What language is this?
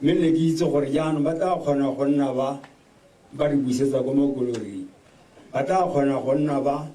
Tswana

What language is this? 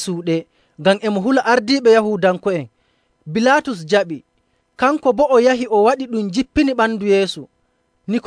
Nigerian Fulfulde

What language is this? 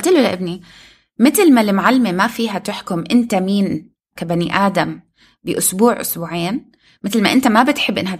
North Levantine Arabic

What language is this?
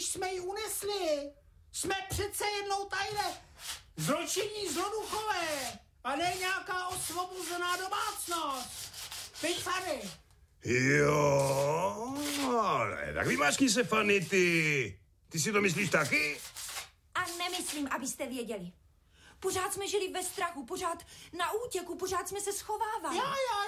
Czech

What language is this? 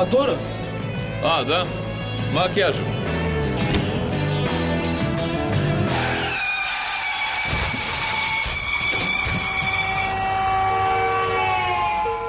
Romanian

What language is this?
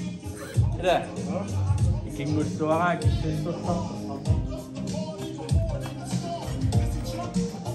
Kalaallisut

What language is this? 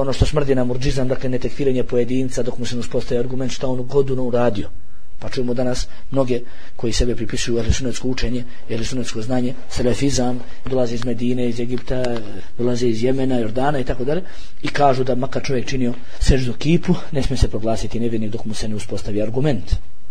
Bosnian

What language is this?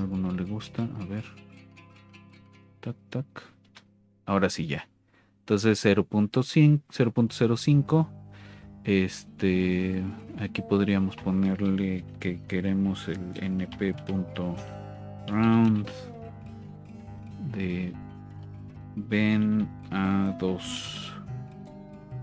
Spanish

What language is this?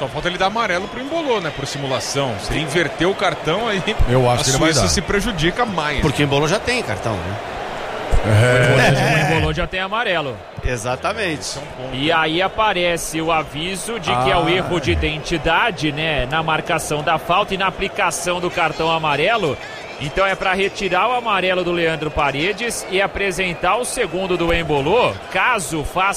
Portuguese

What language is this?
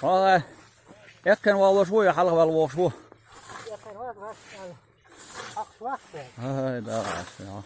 Chechen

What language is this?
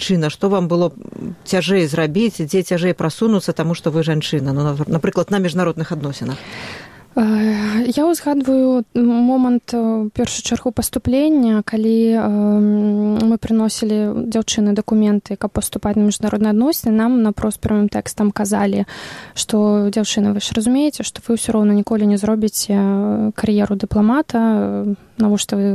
Belarusian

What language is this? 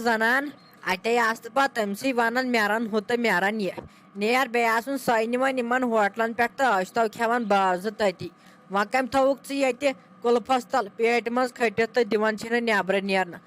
Kashmiri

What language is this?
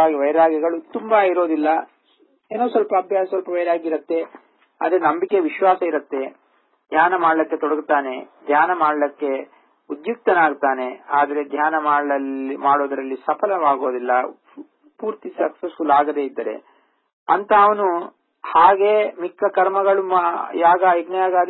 Kannada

